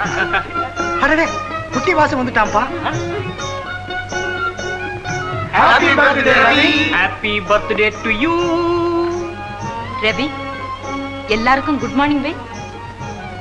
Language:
Tamil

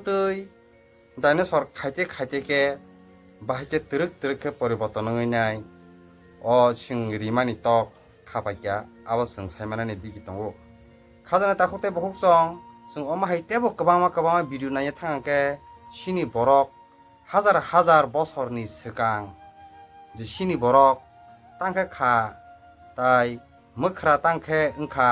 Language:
Kok Borok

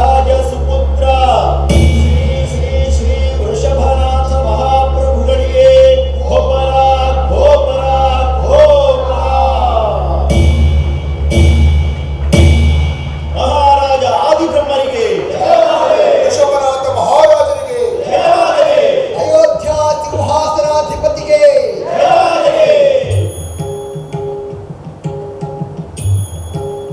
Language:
Kannada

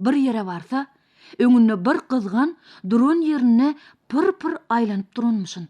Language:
Turkmen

